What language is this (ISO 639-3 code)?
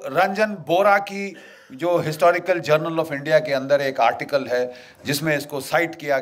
hin